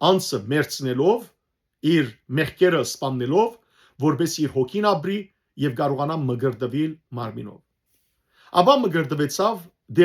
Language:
Western Armenian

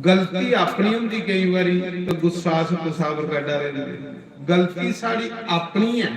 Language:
Dogri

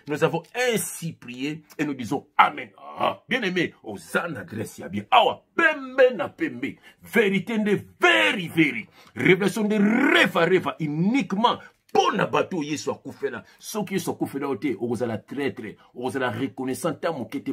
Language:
Lingala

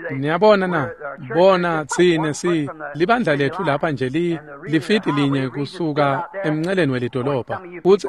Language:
Swati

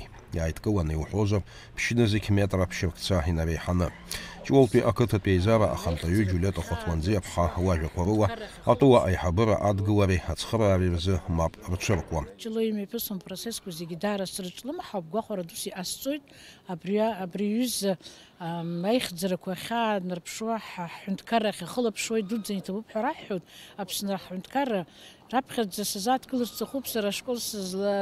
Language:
Abkhazian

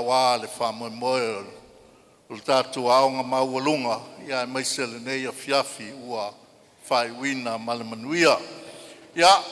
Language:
Samoan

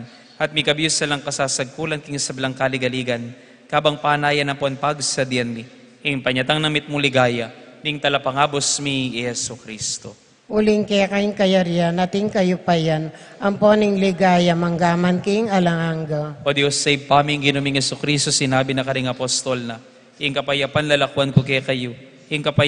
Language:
Pampanga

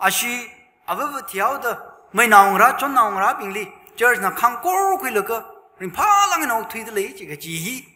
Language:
Tangkhul Naga (India)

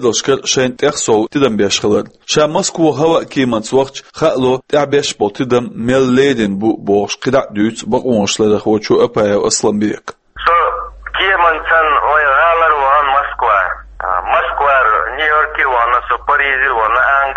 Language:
Chechen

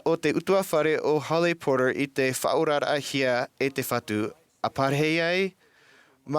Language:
Tahitian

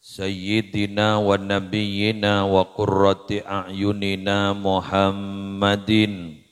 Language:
Madurese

